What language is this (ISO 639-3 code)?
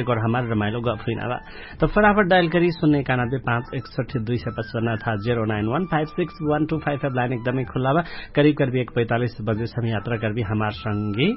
thl